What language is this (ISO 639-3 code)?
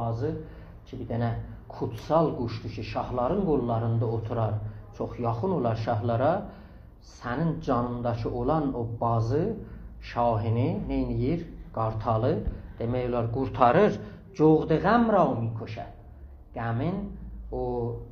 azb